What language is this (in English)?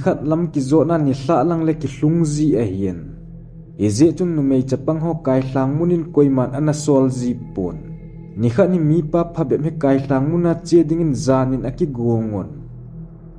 Thado Chin